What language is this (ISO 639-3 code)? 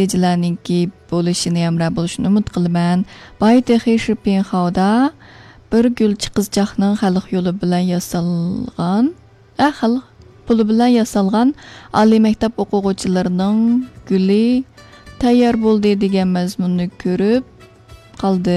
uig